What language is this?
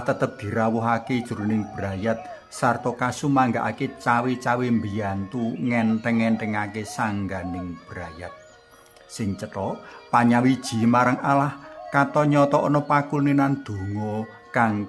Javanese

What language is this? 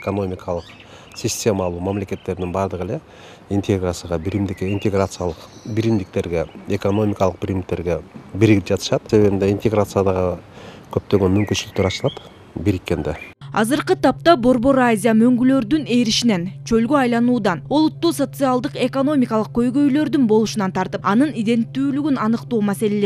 Kyrgyz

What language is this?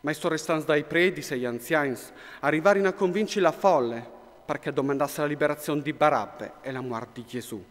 Friulian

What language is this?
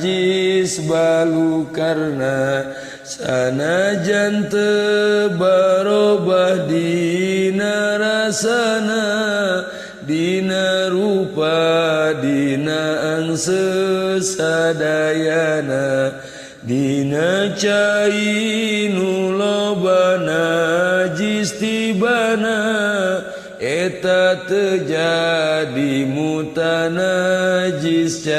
Sundanese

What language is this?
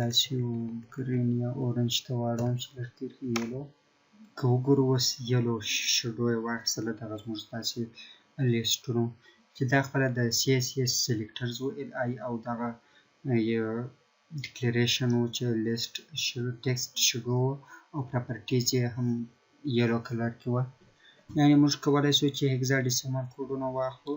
Pashto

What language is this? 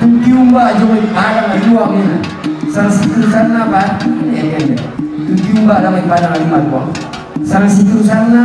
Toraja-Sa'dan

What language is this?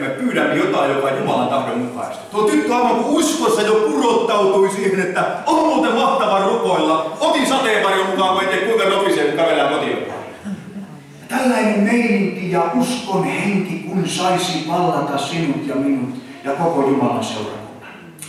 Finnish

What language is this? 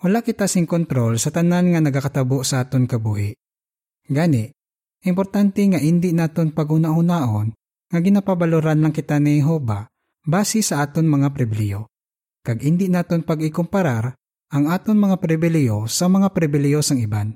Hiligaynon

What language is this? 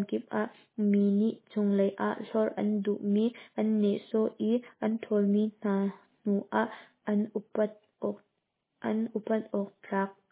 Hakha Chin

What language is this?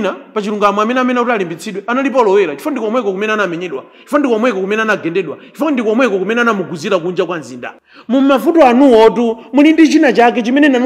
Nyanja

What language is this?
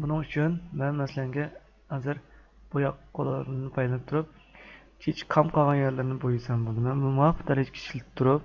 Uyghur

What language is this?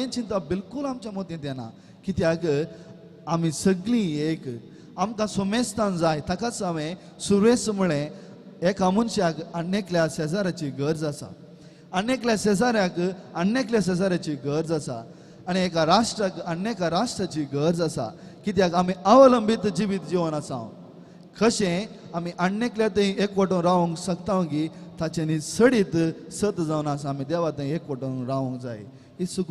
Konkani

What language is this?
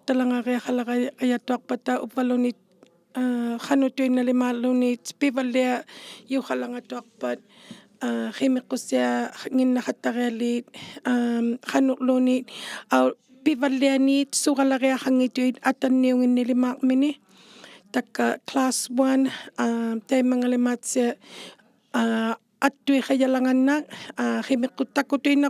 Inuktitut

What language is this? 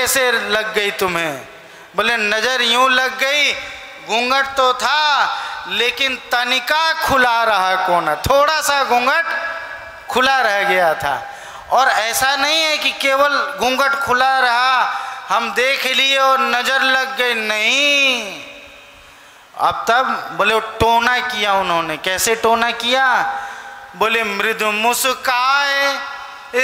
Hindi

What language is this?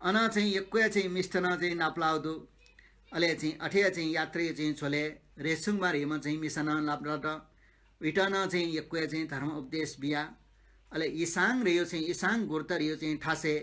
Newari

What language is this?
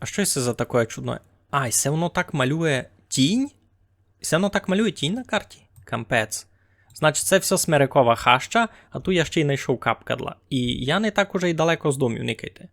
Rusyn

